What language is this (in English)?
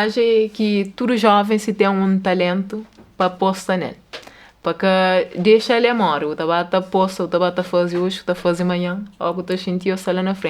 Kabuverdianu